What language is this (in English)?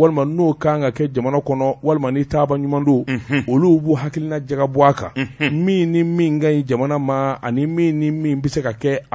Bambara